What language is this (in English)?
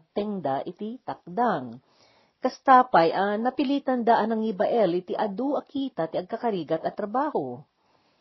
Iloko